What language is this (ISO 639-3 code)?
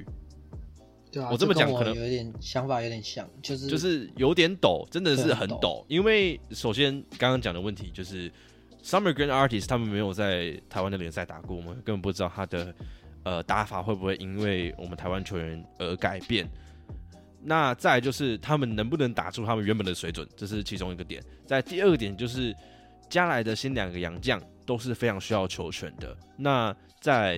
zho